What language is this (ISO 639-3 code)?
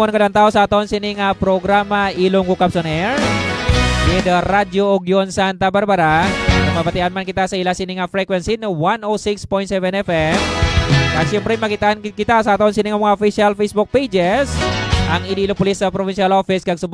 hil